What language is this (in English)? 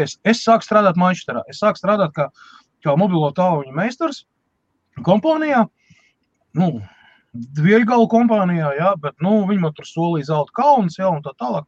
Latvian